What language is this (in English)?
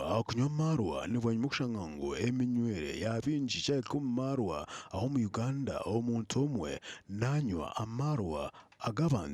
Nyankole